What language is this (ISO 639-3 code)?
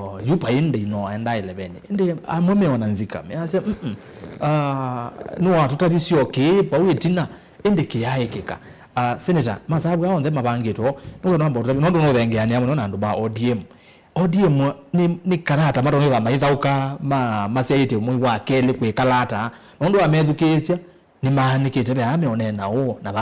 kam